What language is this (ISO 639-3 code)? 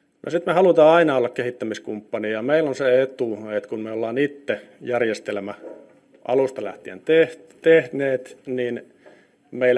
fin